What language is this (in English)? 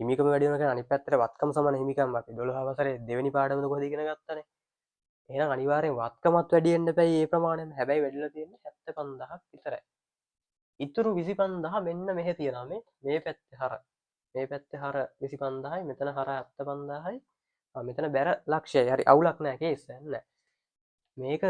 Sinhala